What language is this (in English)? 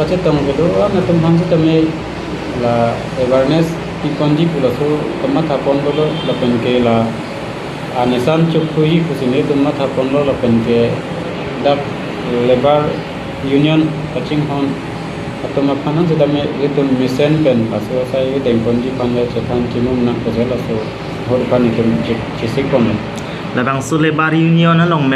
Karbi